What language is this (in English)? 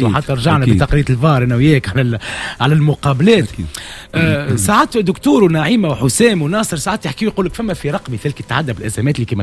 Tunisian Arabic